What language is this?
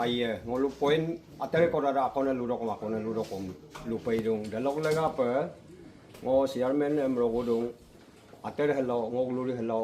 Adi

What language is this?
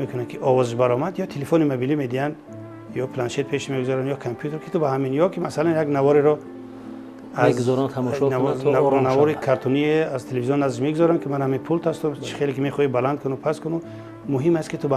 Tajik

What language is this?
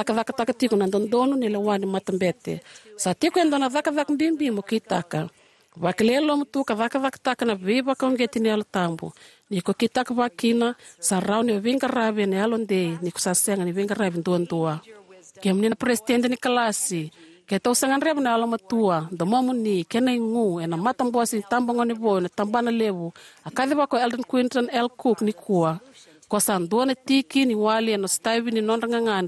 Fijian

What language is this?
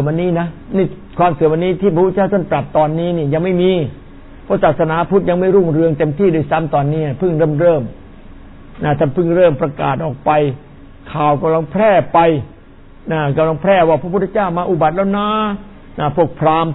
Thai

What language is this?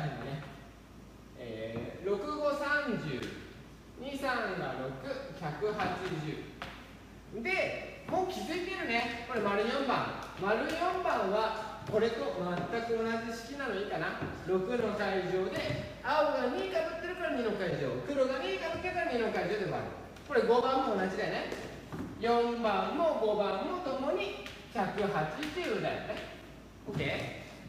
Japanese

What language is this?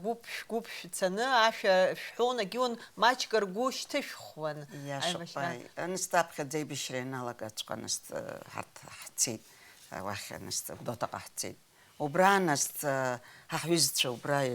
Abkhazian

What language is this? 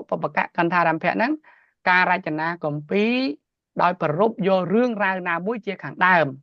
Khmer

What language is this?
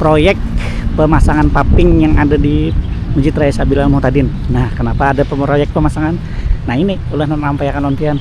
Banjar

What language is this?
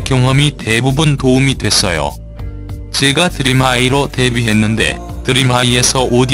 Korean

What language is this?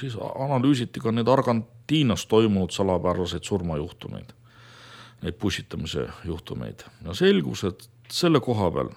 Estonian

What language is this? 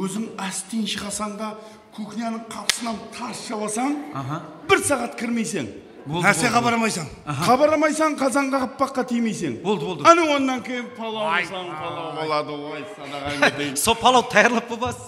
Kara-Kalpak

